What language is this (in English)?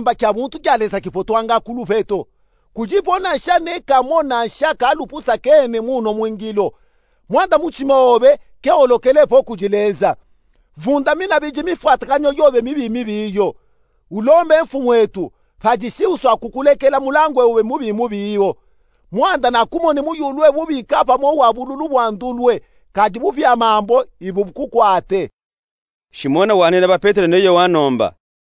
Luba-Katanga